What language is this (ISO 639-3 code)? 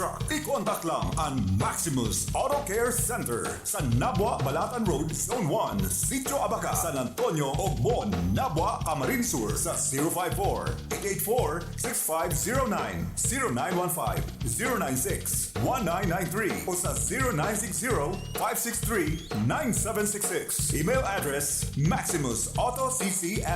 bik